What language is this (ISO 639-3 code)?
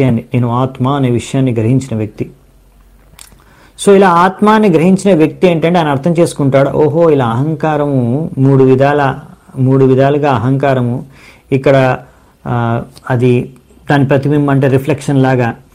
tel